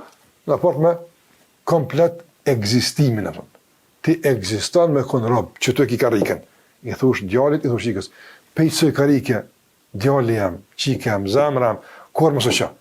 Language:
Albanian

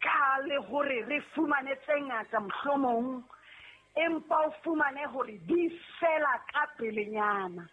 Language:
Southern Sotho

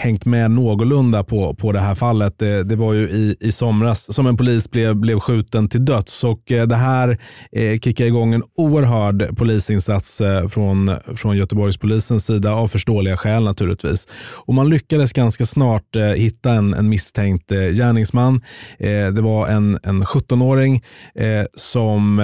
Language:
Swedish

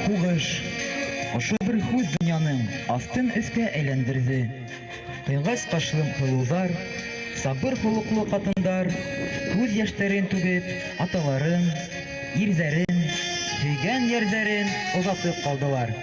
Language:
Bashkir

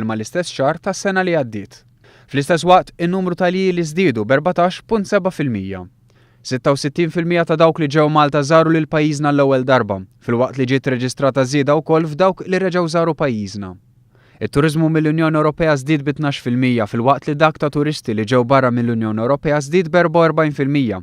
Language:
Maltese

